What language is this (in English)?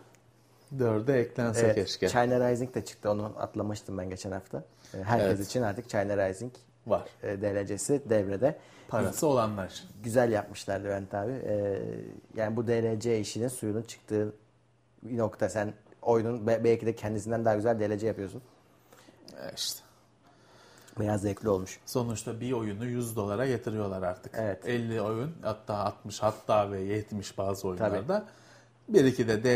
Turkish